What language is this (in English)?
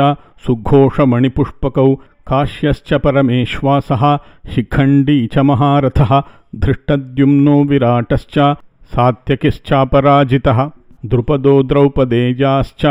Sanskrit